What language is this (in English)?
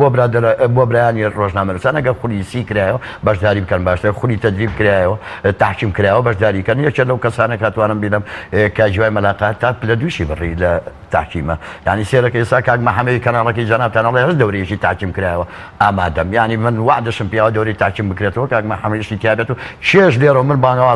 Central Kurdish